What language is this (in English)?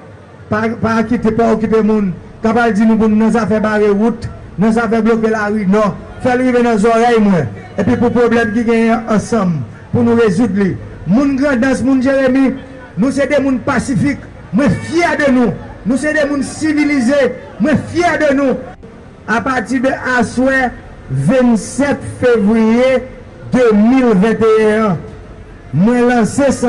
Haitian Creole